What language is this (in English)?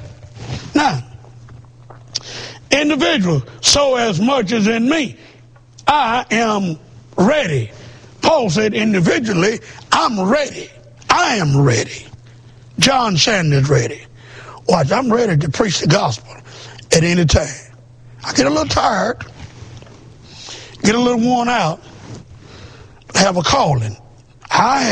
English